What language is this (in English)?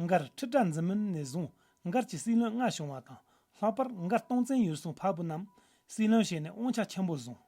Tibetan